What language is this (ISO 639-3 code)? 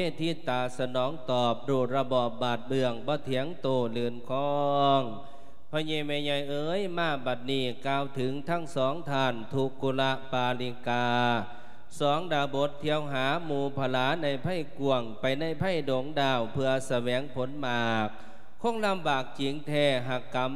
lao